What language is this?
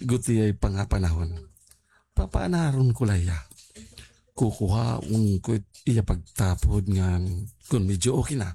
Waray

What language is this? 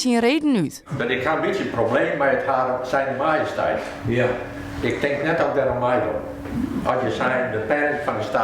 Western Frisian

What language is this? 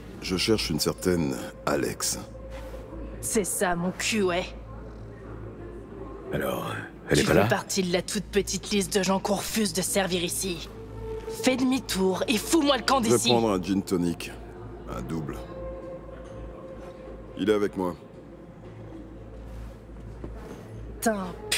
French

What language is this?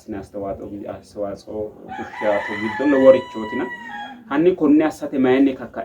Sidamo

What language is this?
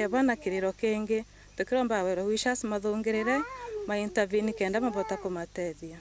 Meru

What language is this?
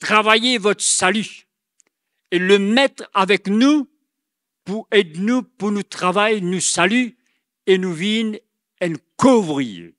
Morisyen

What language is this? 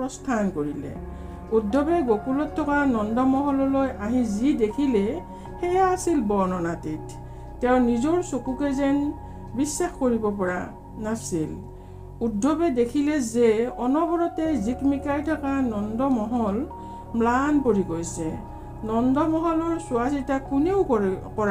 Assamese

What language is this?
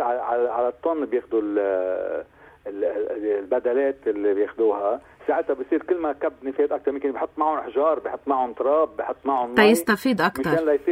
North Levantine Arabic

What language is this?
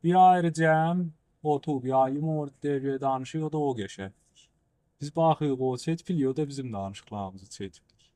South Azerbaijani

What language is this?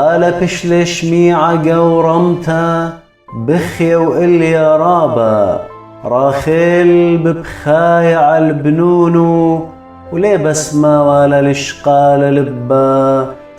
Assyrian Neo-Aramaic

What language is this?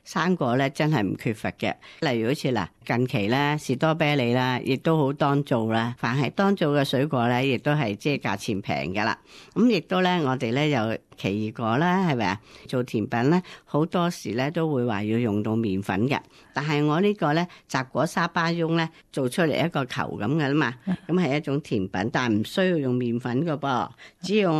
Cantonese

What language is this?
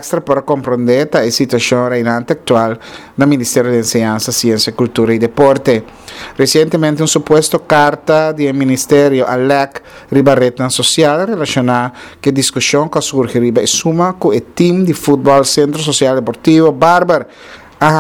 Papiamento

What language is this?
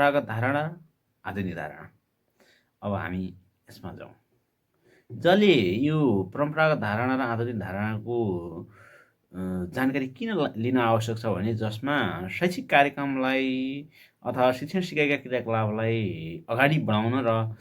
Nepali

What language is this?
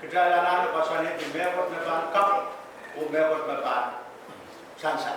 Pohnpeian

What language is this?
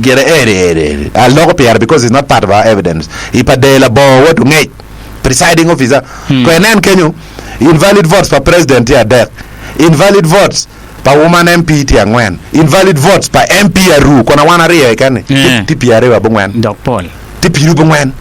Acoli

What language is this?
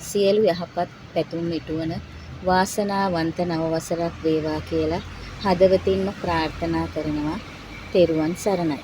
Sinhala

